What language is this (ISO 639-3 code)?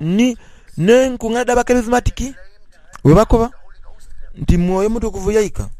xog